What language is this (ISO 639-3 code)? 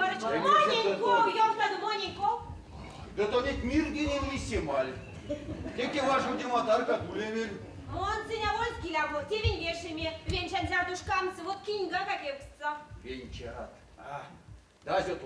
myv